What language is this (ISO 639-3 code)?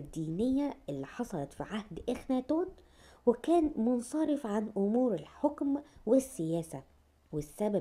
arz